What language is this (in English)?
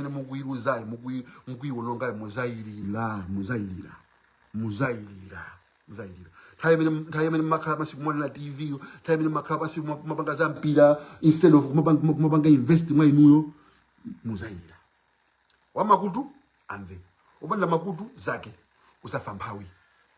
Nyanja